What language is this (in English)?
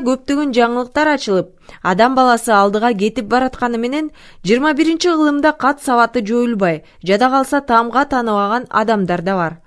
Kyrgyz